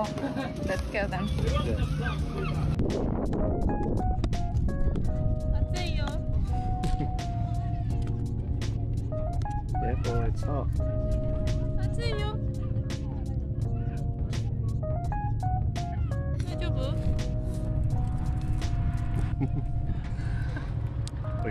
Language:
English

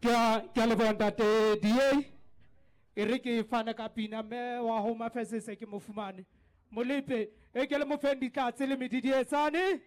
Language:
Southern Sotho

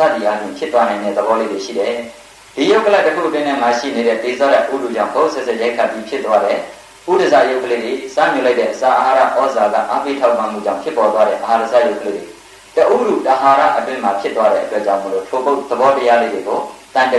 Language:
Burmese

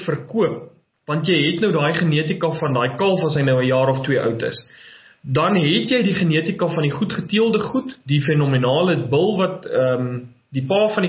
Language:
Afrikaans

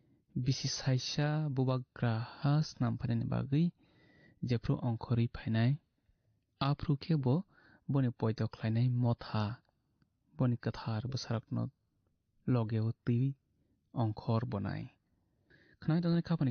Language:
Kok Borok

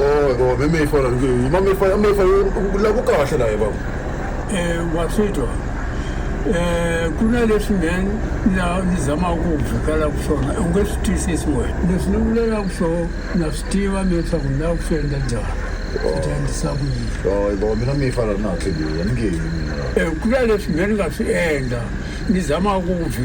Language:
Tsonga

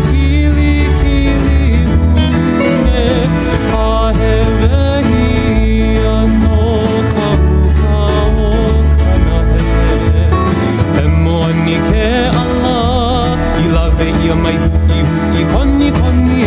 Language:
Hawaiian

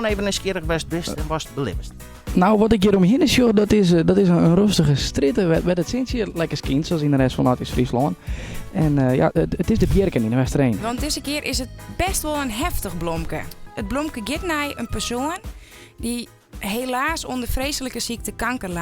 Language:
Western Frisian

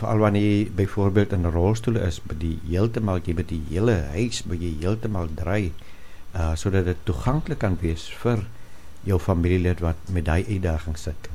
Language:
Afrikaans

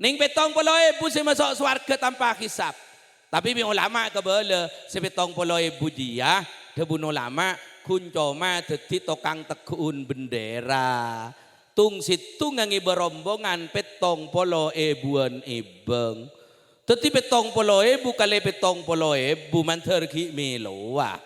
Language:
Madurese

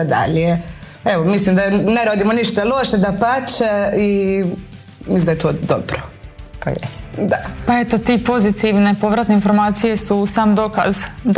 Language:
Croatian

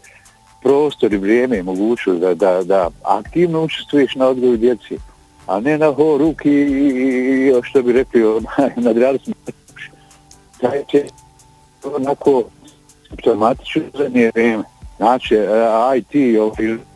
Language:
Bosnian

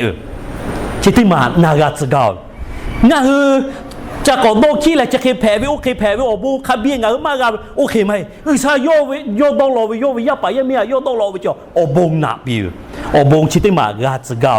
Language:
Lahu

